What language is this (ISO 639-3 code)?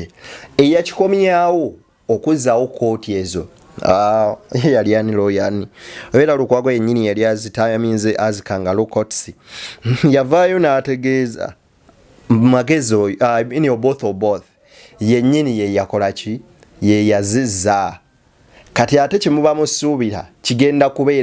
lug